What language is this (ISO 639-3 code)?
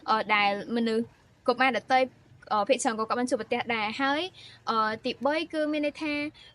khm